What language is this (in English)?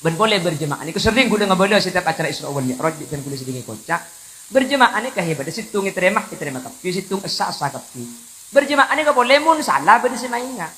Madurese